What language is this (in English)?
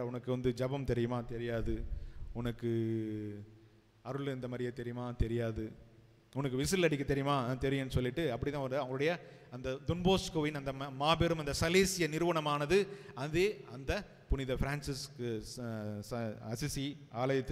Tamil